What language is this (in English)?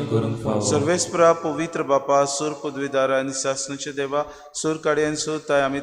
Konkani